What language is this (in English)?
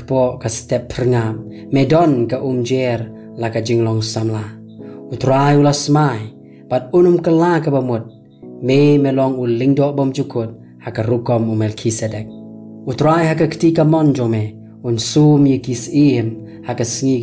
Khasi